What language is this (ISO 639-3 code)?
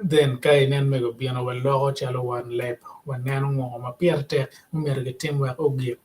ach